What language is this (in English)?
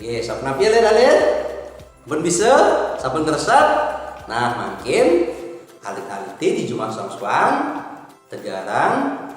Balinese